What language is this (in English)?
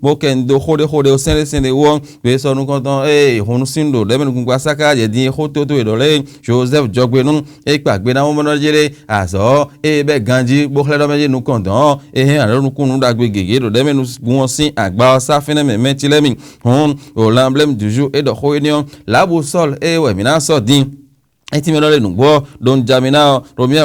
Fon